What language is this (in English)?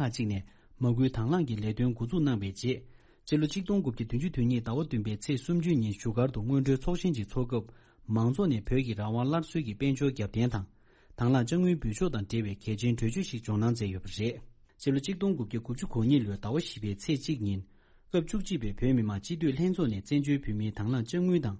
Tibetan